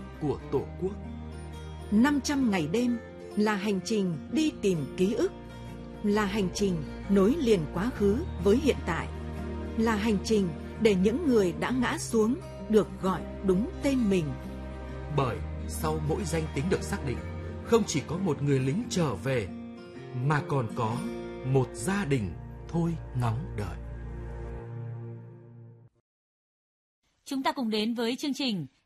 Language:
Vietnamese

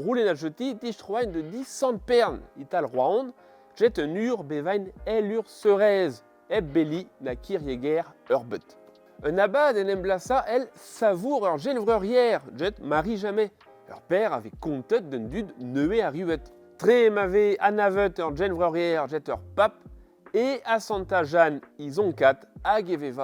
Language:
Breton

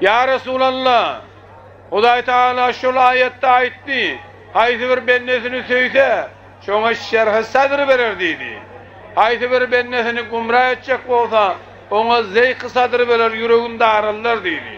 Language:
Turkmen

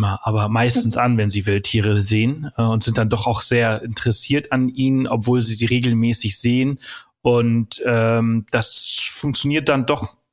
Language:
German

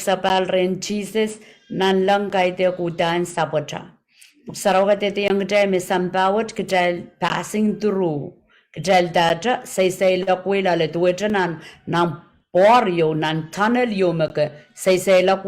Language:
Pohnpeian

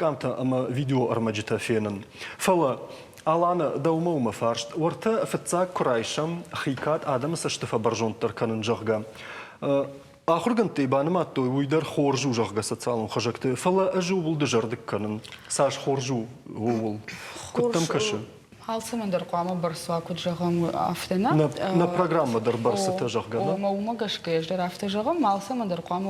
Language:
Ossetic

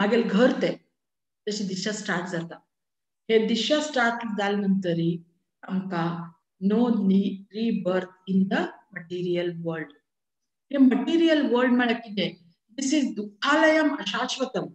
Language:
Konkani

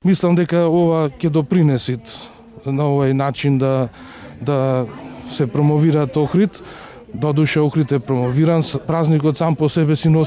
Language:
Macedonian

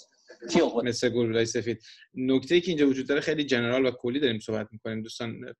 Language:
Persian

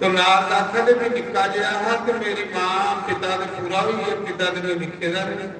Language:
Dogri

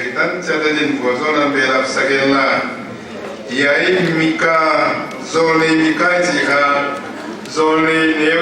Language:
Paite Chin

